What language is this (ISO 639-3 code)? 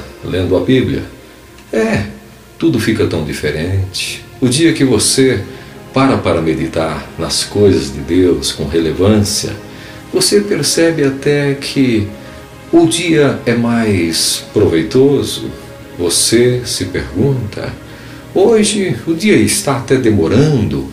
por